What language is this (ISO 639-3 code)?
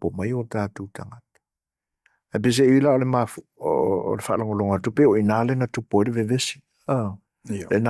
smo